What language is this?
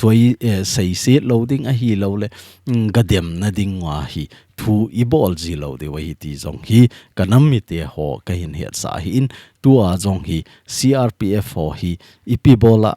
Thado Chin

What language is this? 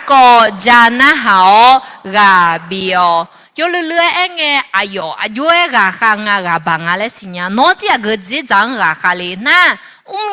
Akha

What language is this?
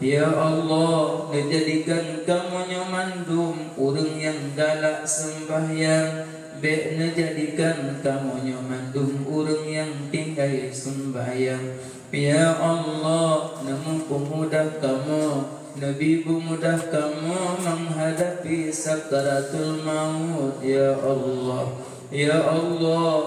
Achinese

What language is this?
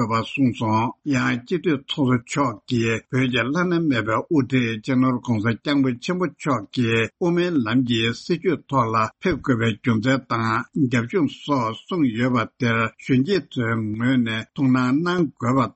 Tibetan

